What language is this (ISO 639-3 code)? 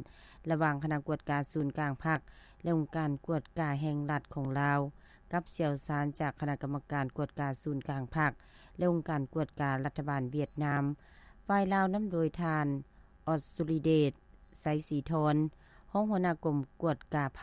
lao